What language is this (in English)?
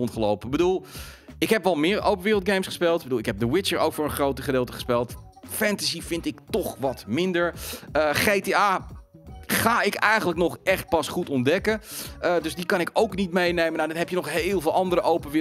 Dutch